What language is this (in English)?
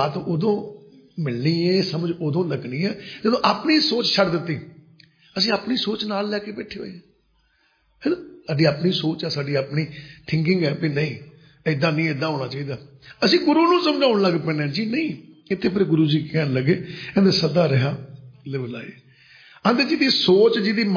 Punjabi